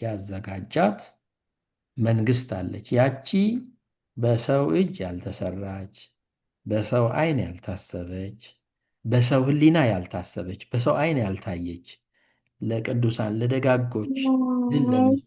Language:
Amharic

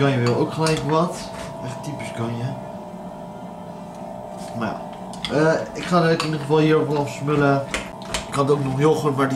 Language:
Dutch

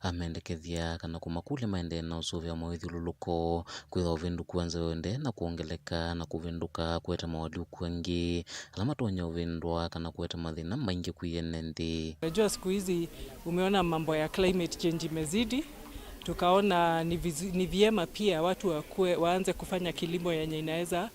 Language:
Kamba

